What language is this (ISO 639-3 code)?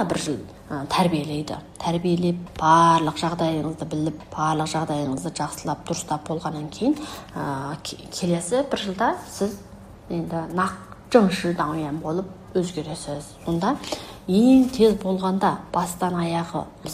kaz